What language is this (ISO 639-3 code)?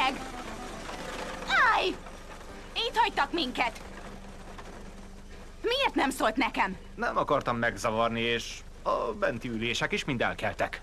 hun